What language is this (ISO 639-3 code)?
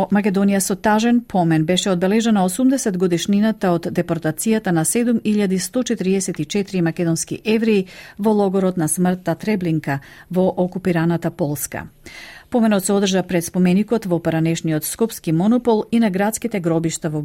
mkd